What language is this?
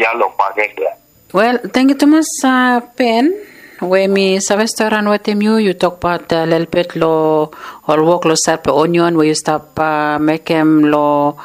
Bislama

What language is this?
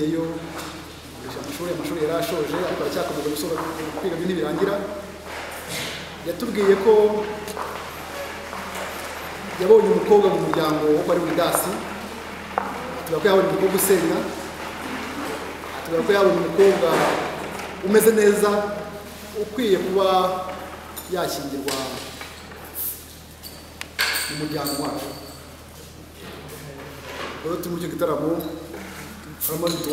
Kinyarwanda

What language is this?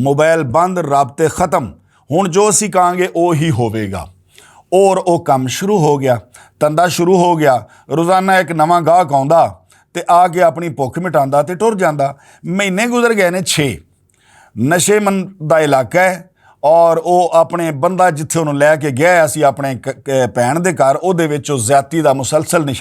Western Panjabi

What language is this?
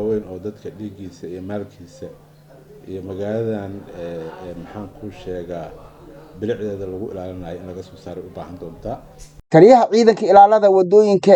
Somali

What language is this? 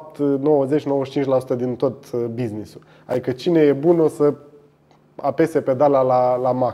Romanian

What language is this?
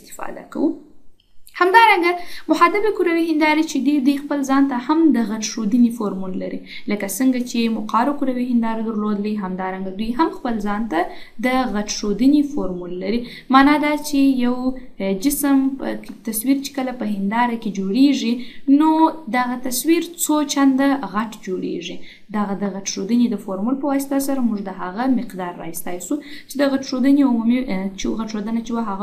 Pashto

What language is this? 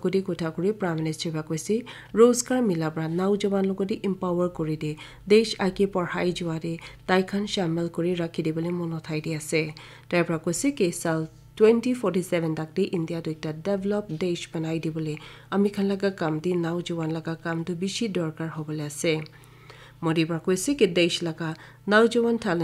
Naga Pidgin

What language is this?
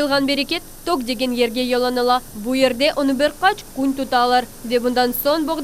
Crimean Tatar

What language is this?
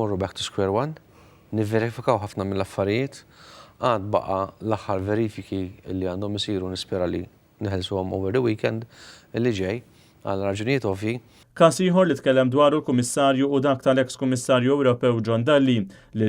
Maltese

